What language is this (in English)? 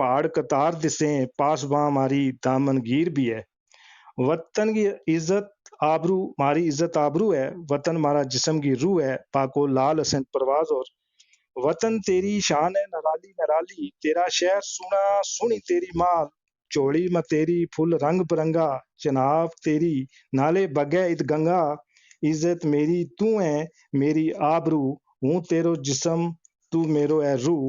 Gujari